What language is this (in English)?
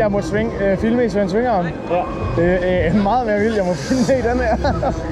Danish